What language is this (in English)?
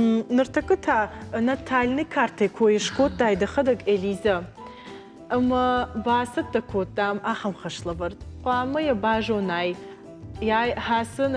Ossetic